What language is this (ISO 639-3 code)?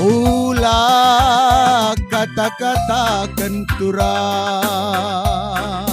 btx